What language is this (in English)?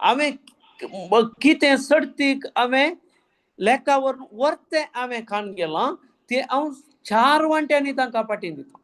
Konkani